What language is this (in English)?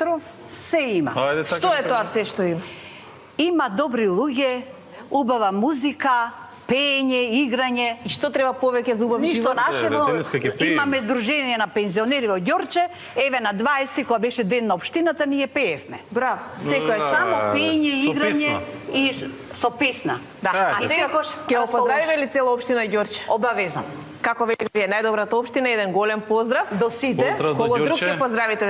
Macedonian